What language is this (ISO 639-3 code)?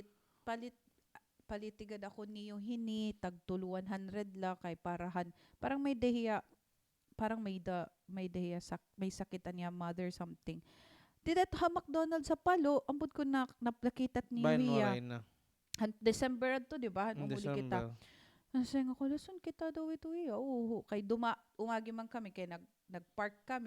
war